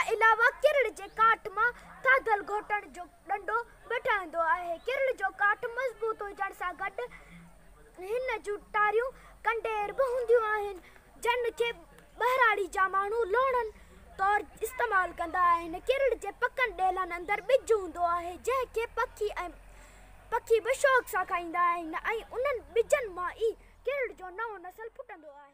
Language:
Sindhi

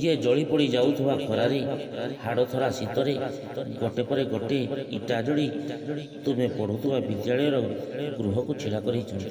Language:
Odia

